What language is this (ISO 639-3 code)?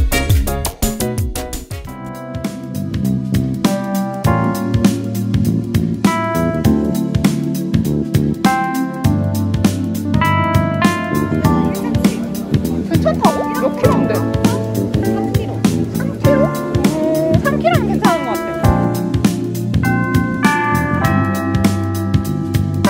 kor